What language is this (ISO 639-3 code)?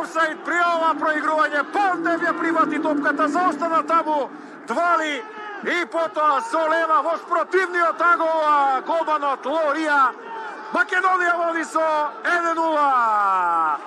mkd